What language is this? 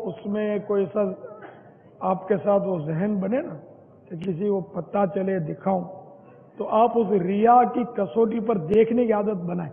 Urdu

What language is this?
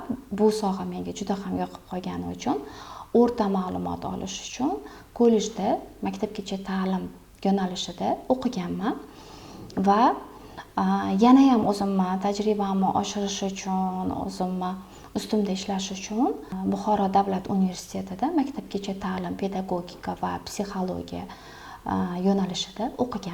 Uzbek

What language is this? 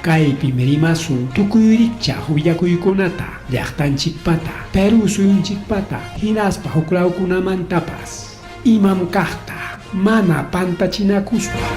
Ayacucho Quechua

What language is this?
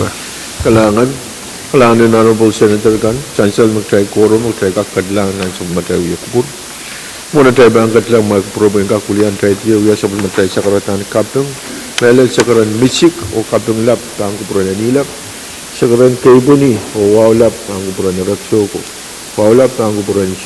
Pohnpeian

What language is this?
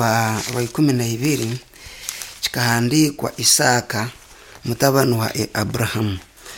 Nyoro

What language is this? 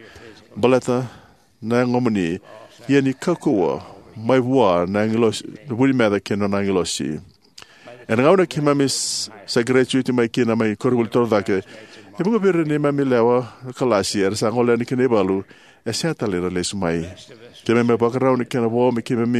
Fijian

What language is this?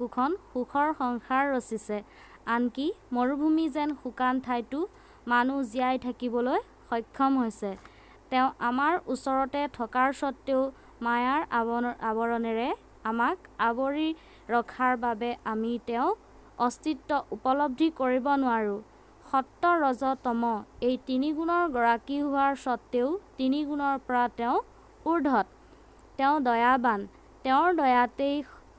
Assamese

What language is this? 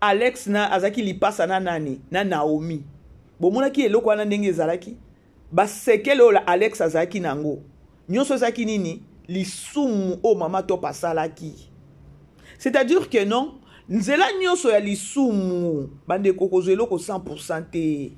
Lingala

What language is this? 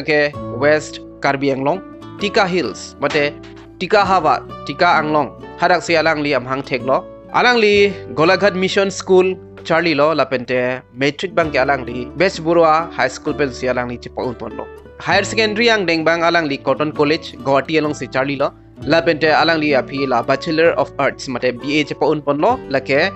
Karbi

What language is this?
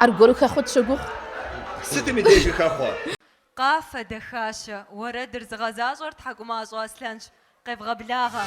Kabardian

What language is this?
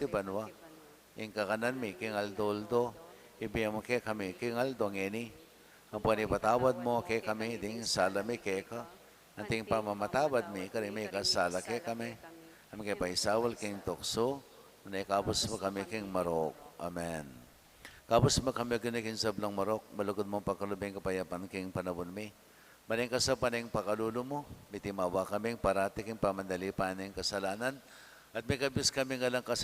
Pampanga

